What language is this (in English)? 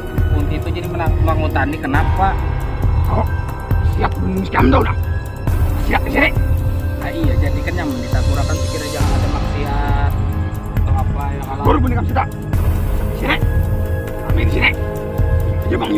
Banjar